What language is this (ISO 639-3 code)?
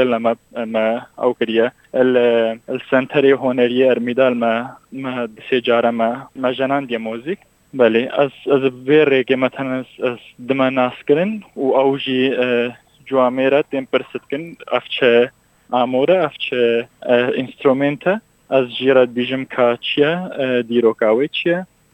kur